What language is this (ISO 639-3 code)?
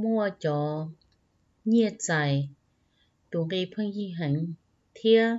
hmn